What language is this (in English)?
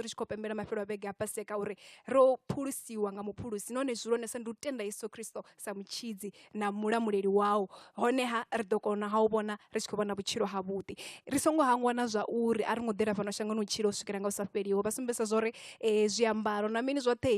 Venda